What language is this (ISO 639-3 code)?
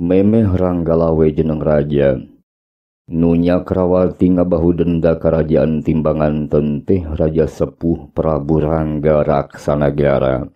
sun